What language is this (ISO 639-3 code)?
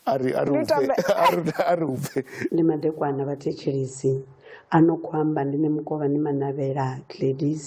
ven